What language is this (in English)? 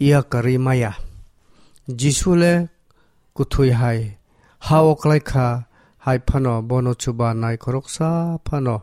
Kok Borok